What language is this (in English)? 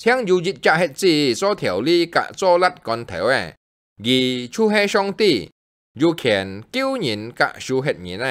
Hakka Chinese